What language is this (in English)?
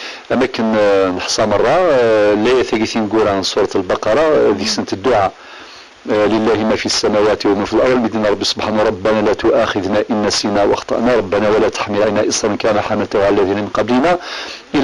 Kabyle